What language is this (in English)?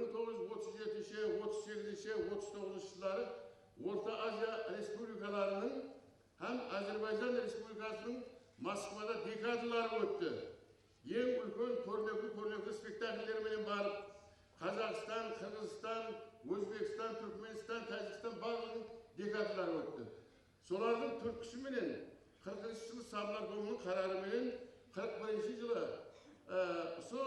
Kara-Kalpak